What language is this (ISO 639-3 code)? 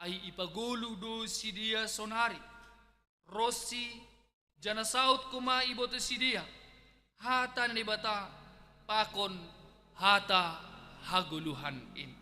bts